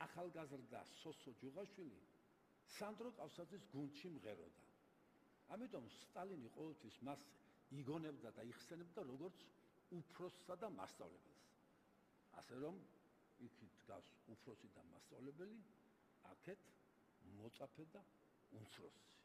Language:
Georgian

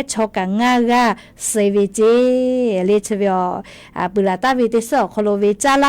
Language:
Lahu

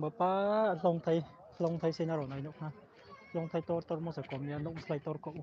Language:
Riang (India)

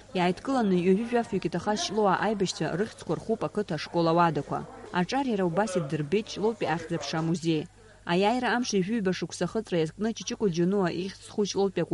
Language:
Abkhazian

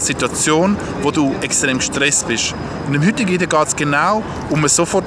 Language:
Swiss German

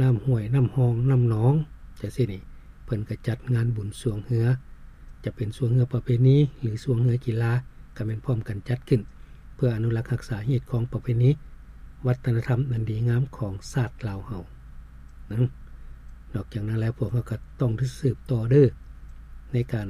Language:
Lao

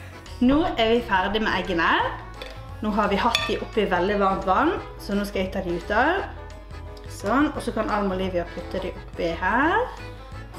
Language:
Norwegian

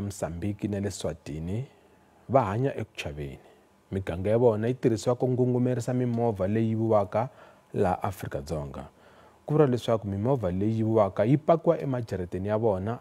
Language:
Tsonga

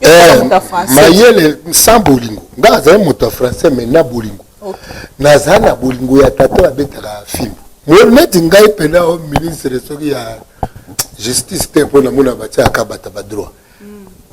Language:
Lingala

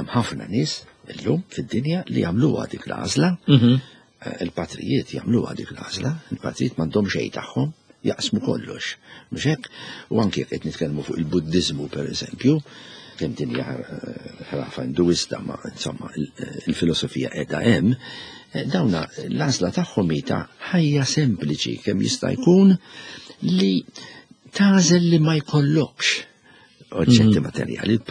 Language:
Maltese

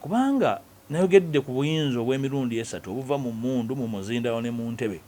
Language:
Ganda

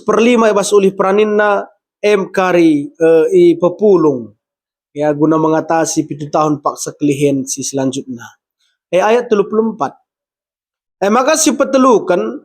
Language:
Batak Karo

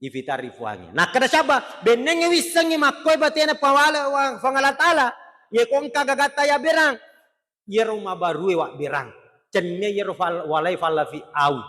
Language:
Buginese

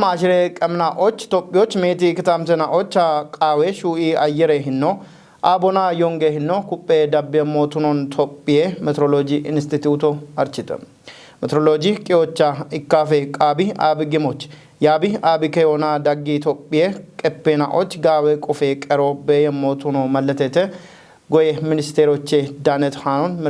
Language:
Kafa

